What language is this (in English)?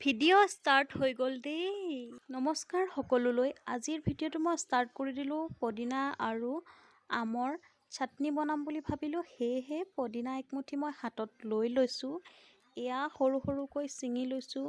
Assamese